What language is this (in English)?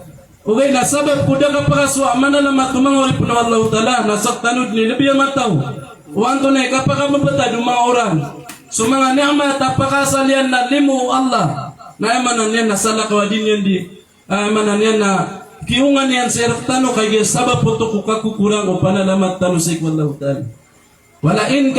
Maranao